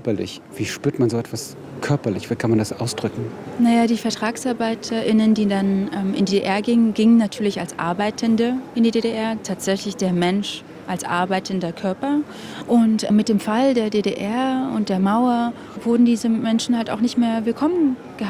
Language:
German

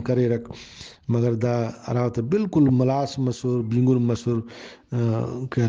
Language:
Brahui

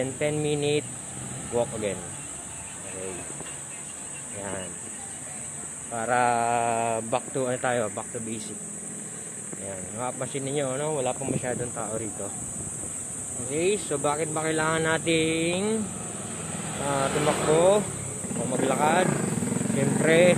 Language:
Filipino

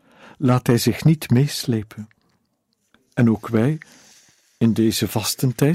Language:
Dutch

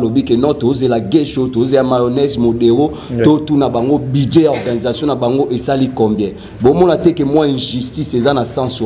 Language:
Lingala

